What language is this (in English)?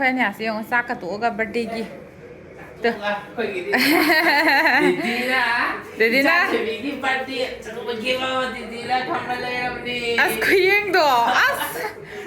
Manipuri